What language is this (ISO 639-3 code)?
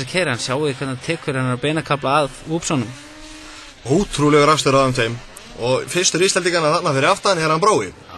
isl